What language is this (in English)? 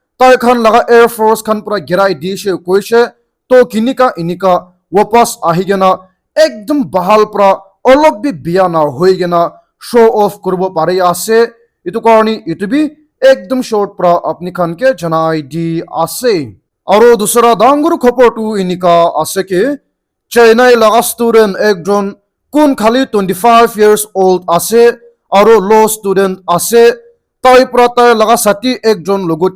Naga Pidgin